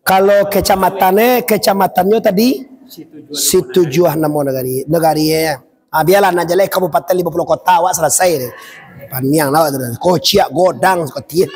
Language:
Minangkabau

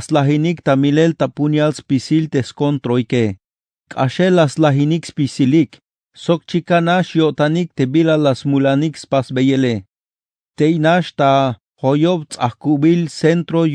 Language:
Tzeltal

